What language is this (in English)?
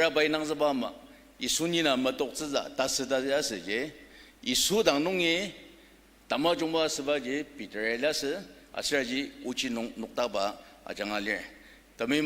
Ao Naga